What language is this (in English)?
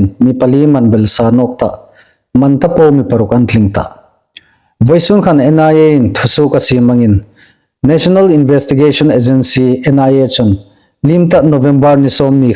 Hmar